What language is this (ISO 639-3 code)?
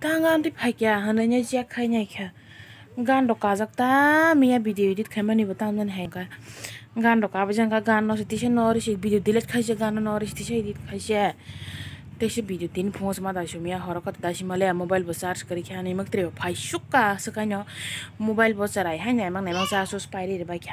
trp